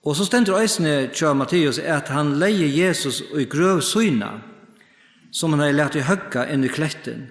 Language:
Faroese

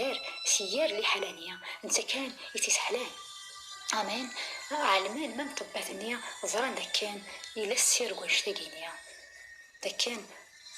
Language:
Kabyle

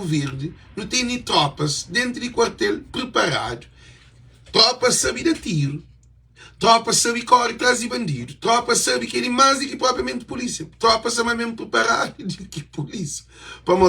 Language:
Kabuverdianu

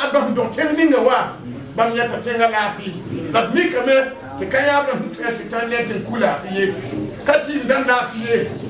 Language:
Mossi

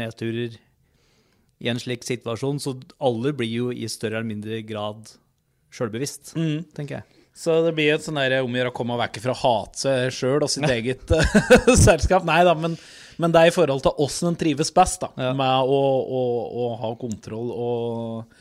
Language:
Norwegian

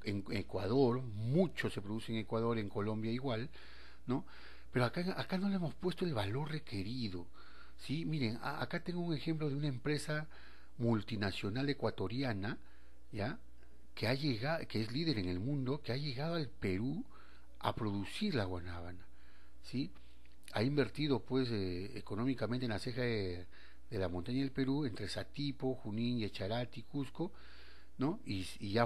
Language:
Spanish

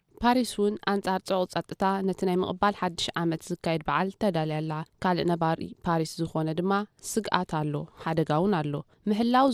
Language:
Tigrinya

